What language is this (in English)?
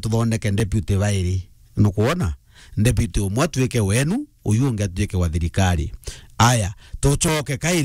Meru